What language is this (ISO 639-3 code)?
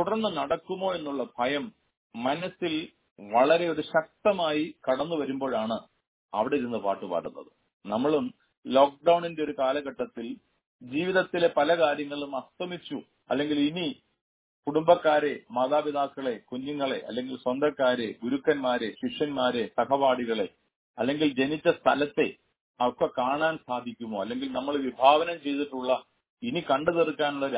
mal